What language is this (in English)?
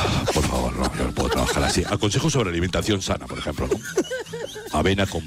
Spanish